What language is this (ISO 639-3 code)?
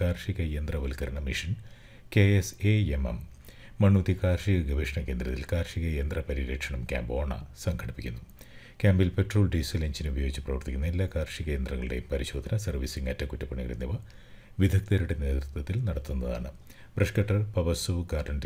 mal